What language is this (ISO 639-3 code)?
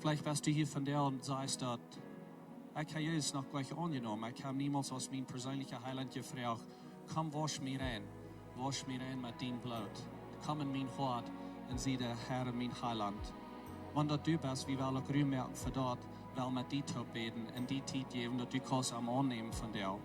pdt